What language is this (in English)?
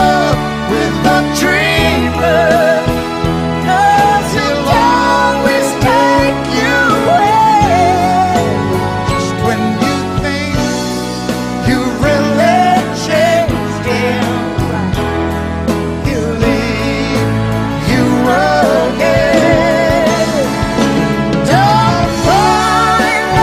English